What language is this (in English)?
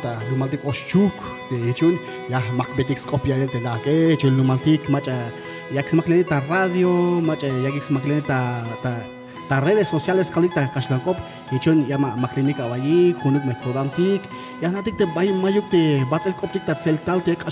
Tzeltal